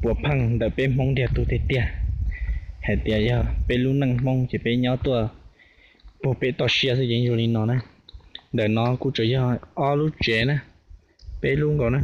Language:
Hmong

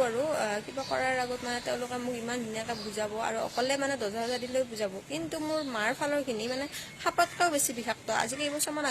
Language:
Assamese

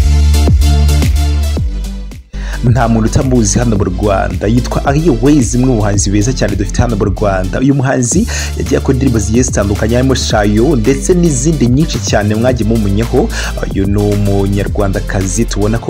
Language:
Kinyarwanda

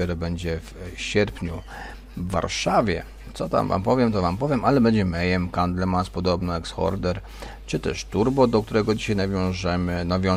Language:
Polish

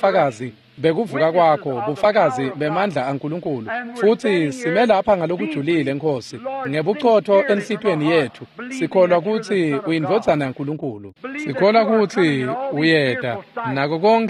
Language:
Swati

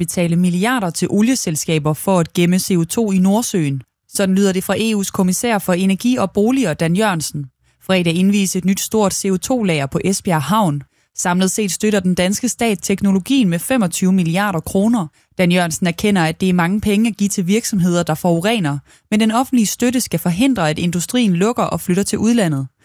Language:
Danish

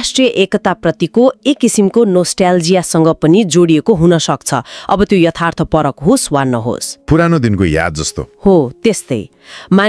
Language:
Nepali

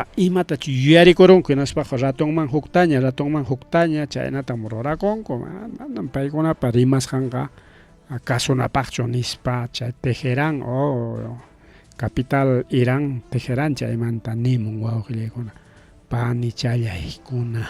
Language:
Ayacucho Quechua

